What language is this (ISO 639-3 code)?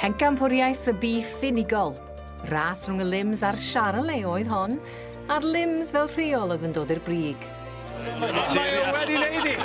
cym